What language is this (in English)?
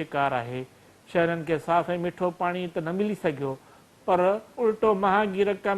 Sindhi